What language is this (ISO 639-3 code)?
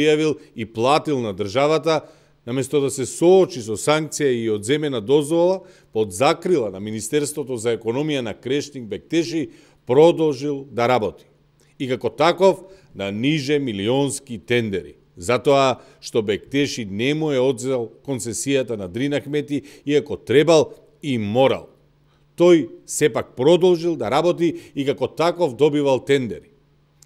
mkd